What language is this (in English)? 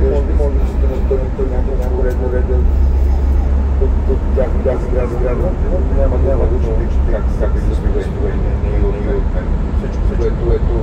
Bulgarian